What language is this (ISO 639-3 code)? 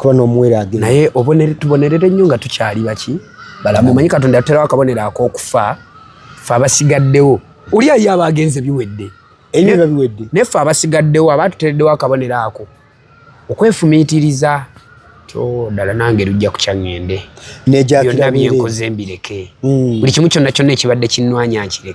lug